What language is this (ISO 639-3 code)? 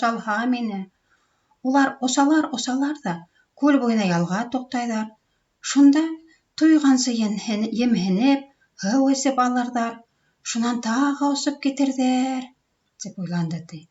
bak